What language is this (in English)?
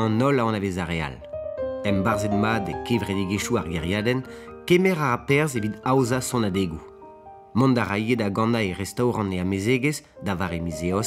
Breton